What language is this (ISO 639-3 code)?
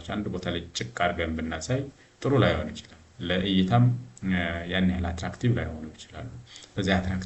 amh